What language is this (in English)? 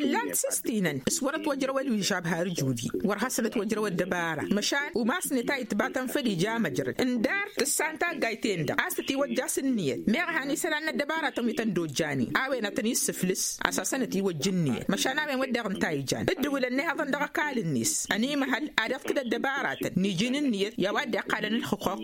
Tamasheq